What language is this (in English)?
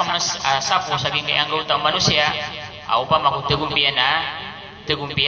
Maranao